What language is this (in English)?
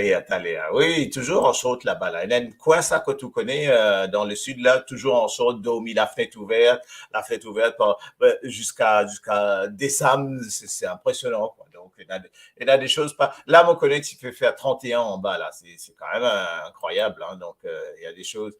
Morisyen